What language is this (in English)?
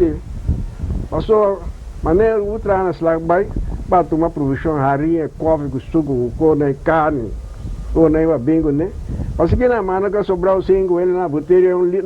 Papiamento